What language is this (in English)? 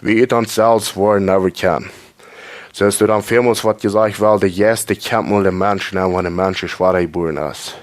Plautdietsch